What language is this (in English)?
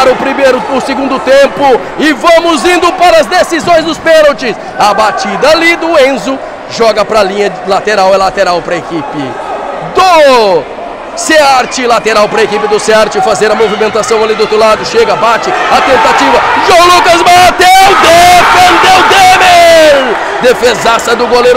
Portuguese